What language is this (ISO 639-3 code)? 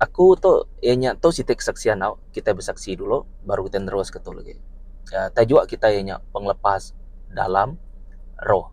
iba